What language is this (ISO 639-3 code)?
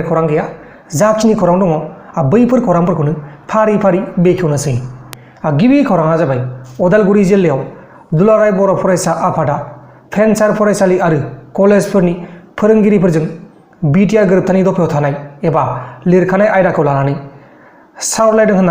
brx